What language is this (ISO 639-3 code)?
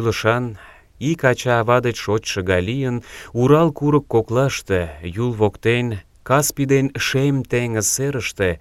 chm